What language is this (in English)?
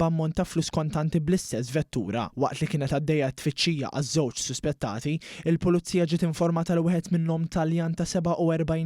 Maltese